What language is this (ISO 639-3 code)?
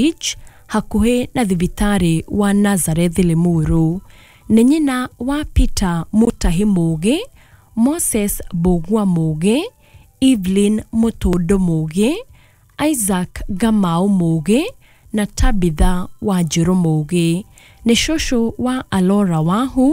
kik